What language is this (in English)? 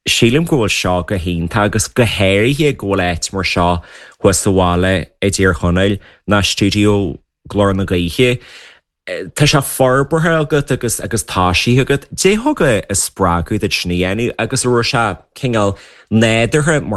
Irish